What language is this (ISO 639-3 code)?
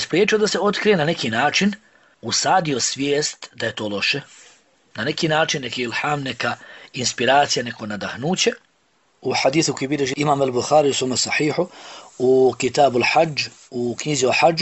bos